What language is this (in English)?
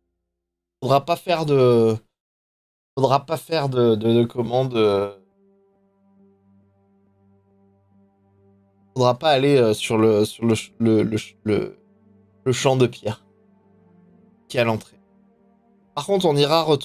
French